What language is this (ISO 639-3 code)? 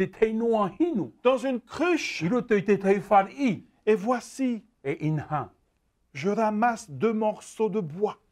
tah